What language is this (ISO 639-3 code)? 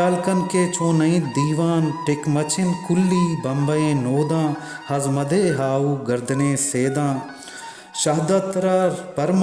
bal